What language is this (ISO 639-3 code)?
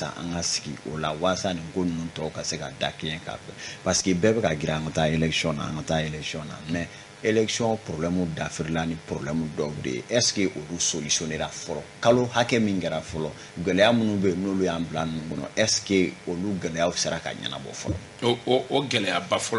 bam